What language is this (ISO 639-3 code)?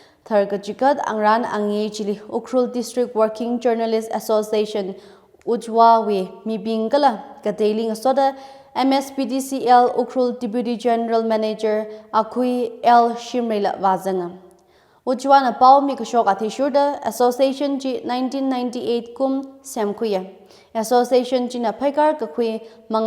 nmf